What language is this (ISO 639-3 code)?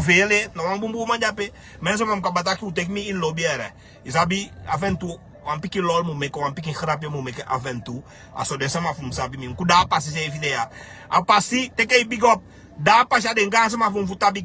srn